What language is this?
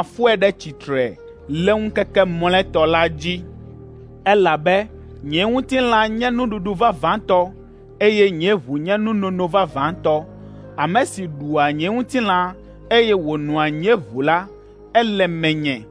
Ewe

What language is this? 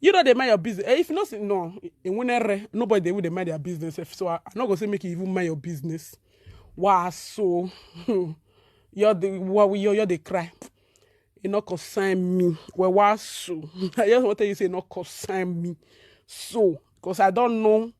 Nigerian Pidgin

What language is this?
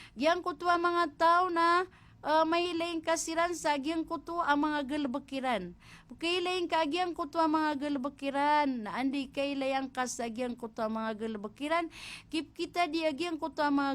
Maranao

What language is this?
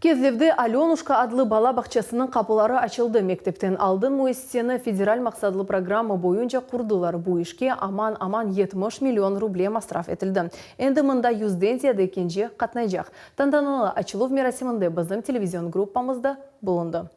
Crimean Tatar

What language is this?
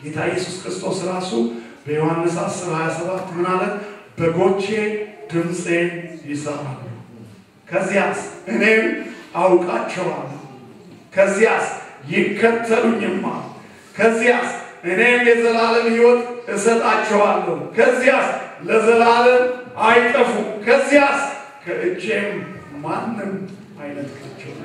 Amharic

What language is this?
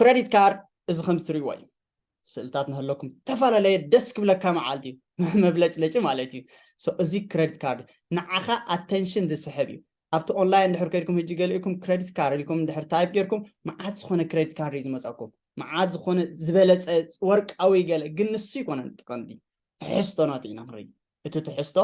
Tigrinya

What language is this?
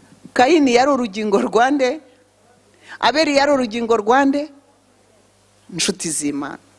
Kinyarwanda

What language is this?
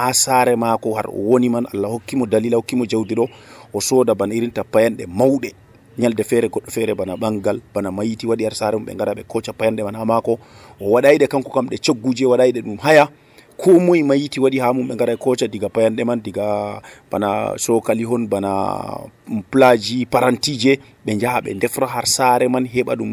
Nigerian Fulfulde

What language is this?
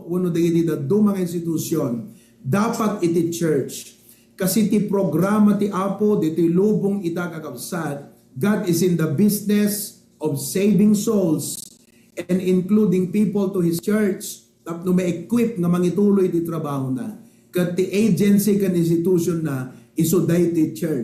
Iloko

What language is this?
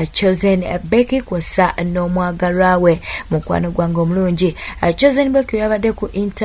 Ganda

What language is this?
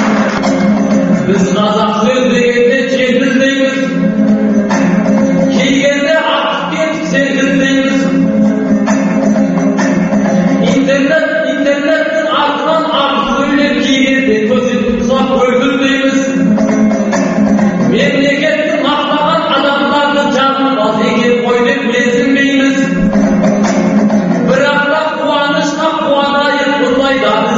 Kazakh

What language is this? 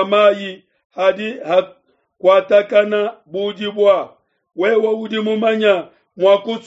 Luba-Lulua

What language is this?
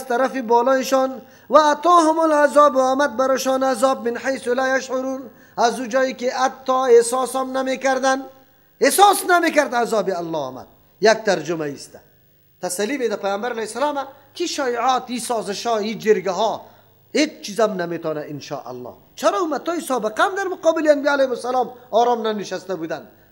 Persian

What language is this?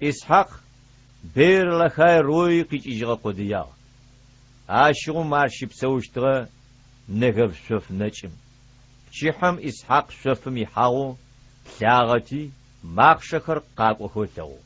Adyghe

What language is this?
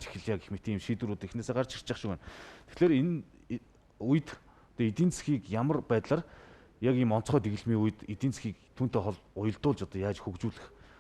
Mongolian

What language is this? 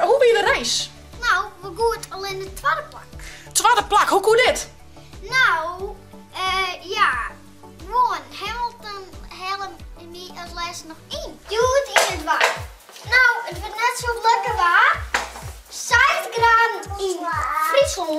Western Frisian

